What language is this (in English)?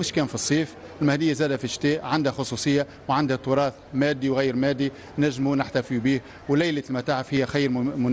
Tunisian Arabic